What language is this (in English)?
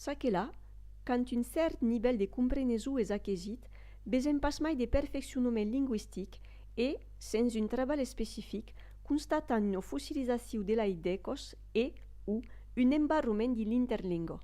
Occitan